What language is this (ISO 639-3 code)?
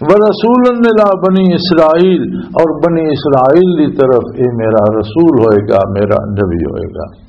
lah